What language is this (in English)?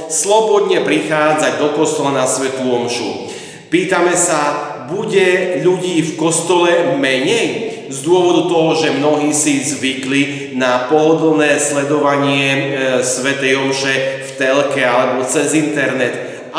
Slovak